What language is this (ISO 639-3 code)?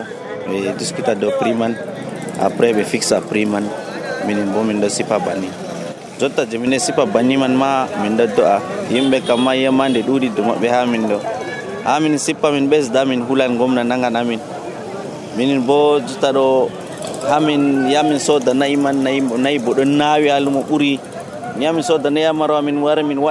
fuv